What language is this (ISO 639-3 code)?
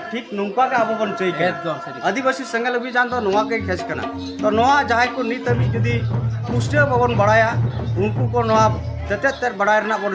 sat